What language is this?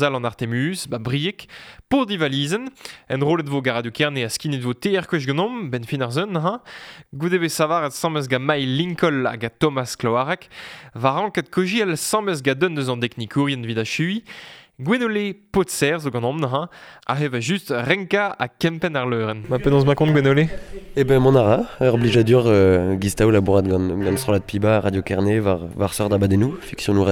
Breton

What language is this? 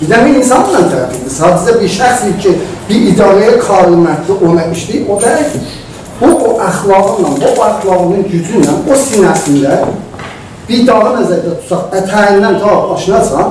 South Azerbaijani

